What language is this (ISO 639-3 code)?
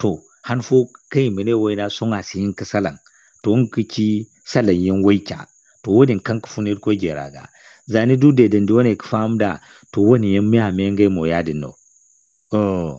dje